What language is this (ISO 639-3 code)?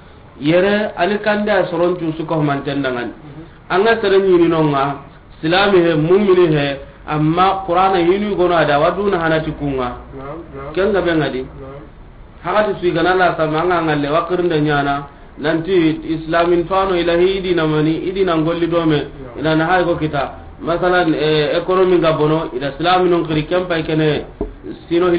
snk